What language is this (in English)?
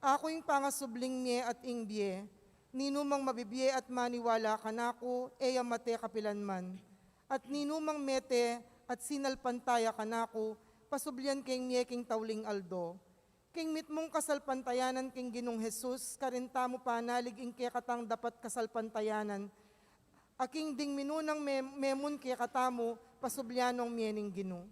Pampanga